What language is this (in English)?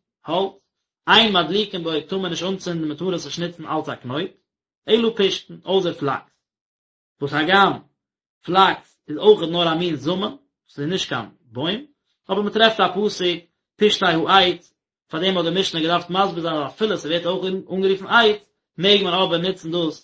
Yiddish